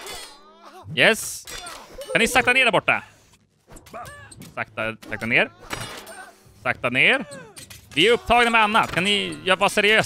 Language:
Swedish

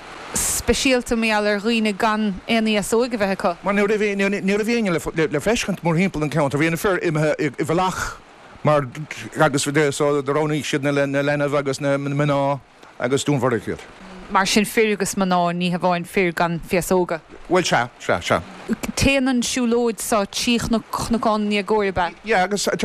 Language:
Irish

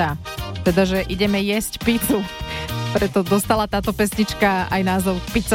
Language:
Slovak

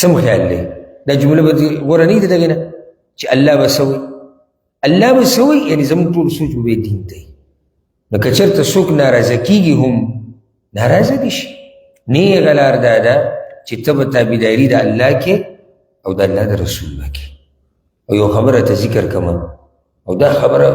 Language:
Pashto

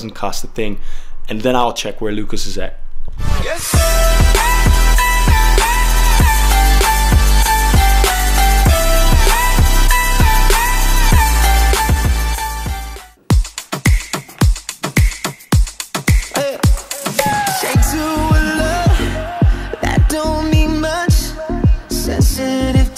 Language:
English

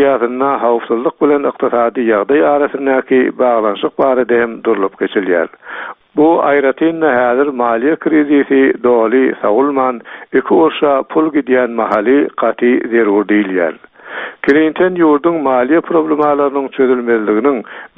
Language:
Turkmen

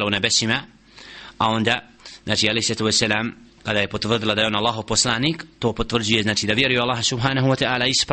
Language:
Bosnian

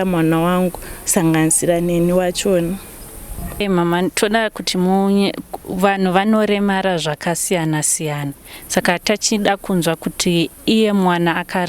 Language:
Shona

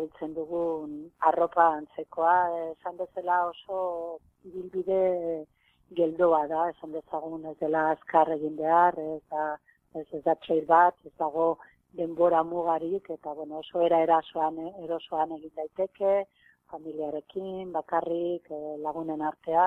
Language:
Basque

